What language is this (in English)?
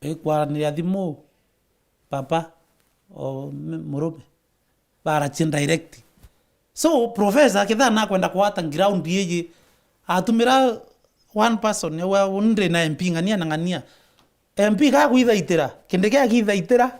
Meru